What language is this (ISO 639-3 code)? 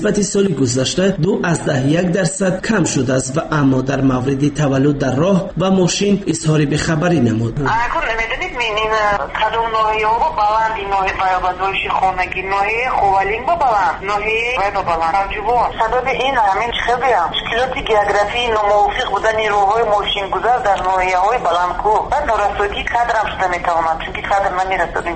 tgk